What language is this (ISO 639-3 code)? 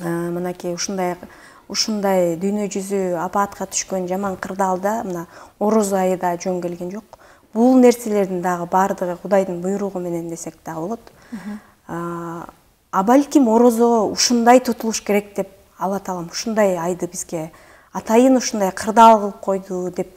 kir